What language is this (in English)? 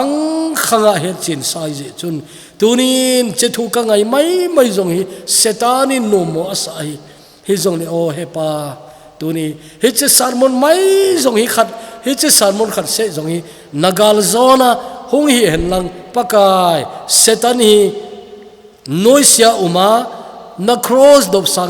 Thado Chin